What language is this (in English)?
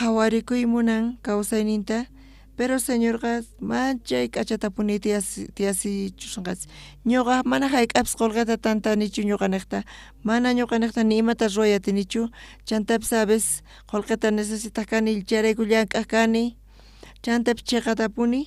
South Bolivian Quechua